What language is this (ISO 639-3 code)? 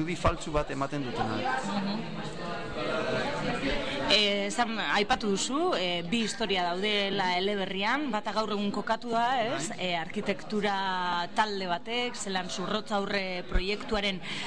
eus